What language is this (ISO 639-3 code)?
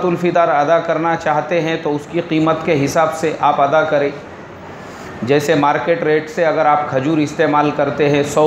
hin